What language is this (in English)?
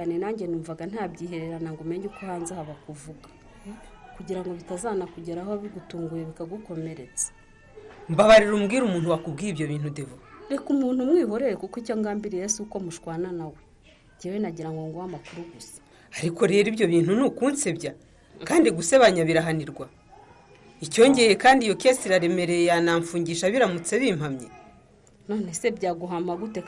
Kinyarwanda